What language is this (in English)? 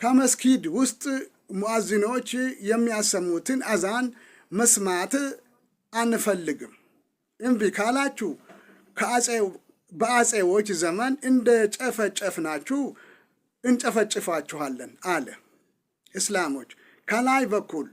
Amharic